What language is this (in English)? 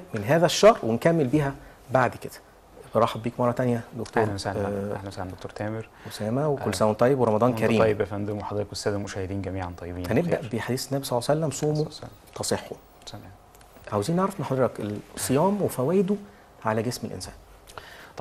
Egyptian Arabic